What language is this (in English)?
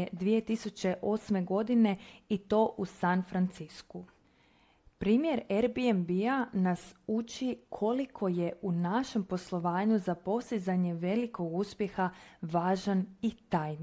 Croatian